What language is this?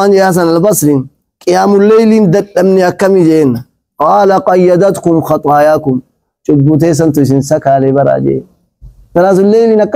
Oromo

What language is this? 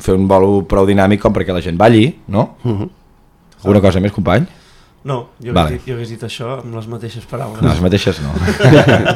Catalan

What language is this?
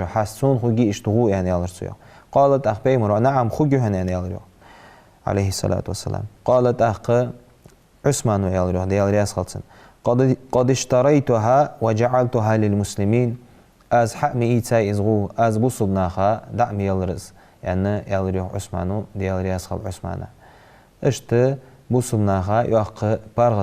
Ingush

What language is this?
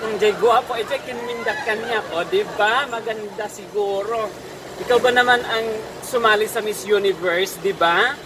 Iloko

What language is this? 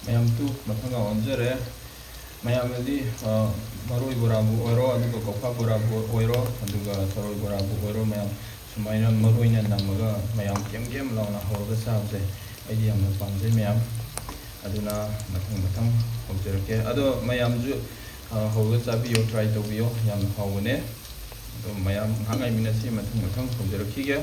Manipuri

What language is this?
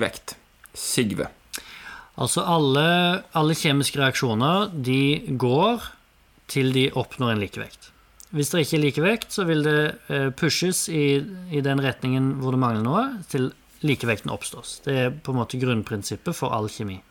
Norwegian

